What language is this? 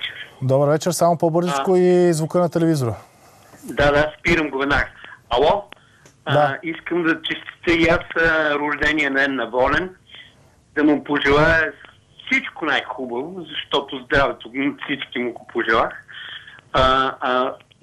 Bulgarian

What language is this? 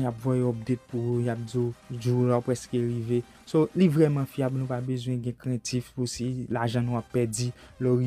Haitian Creole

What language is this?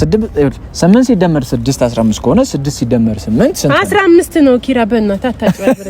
Amharic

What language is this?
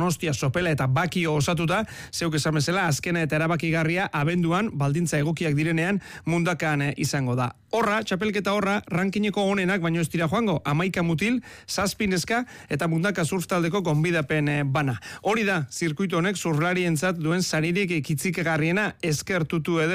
Basque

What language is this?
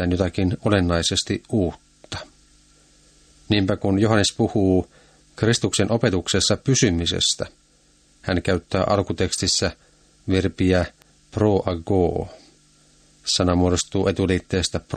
Finnish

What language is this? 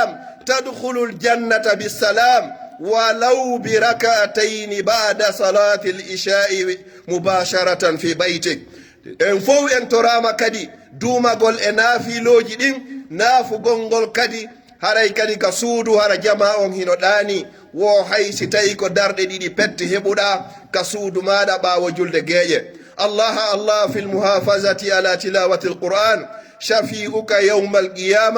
Pular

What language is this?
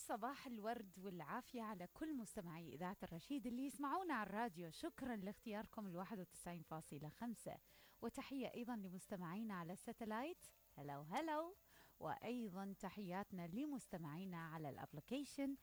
Mesopotamian Arabic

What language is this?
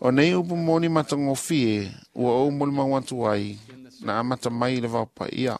Samoan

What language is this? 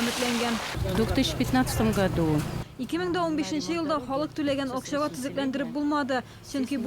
Tatar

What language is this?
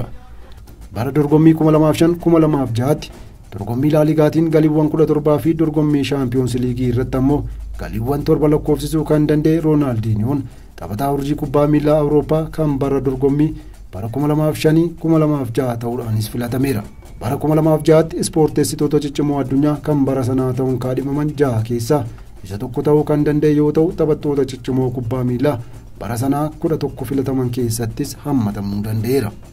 Oromo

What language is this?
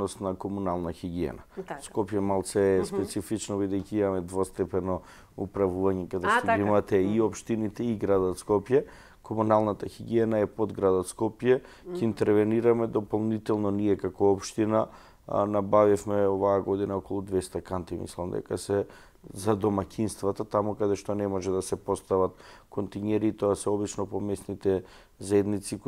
Macedonian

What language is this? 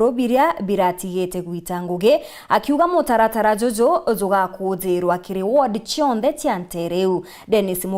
Meru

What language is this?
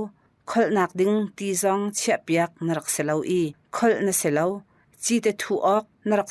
Hakha Chin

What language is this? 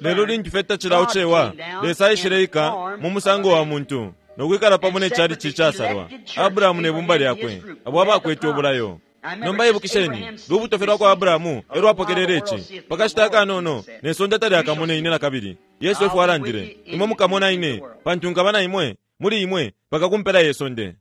Bemba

